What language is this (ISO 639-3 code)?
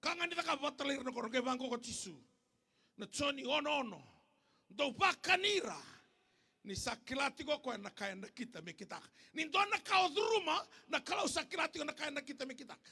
fij